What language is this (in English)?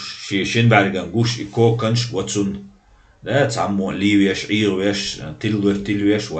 Chechen